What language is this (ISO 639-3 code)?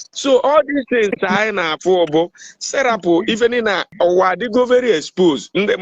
ibo